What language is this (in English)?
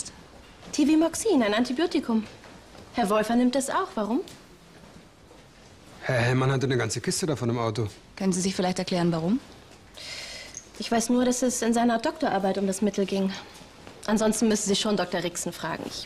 German